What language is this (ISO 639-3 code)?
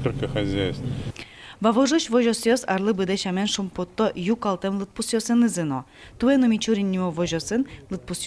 udm